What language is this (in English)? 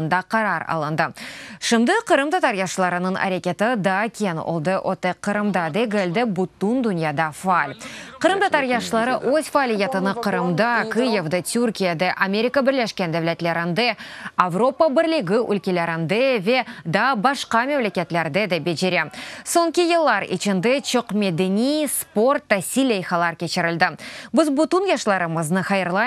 Crimean Tatar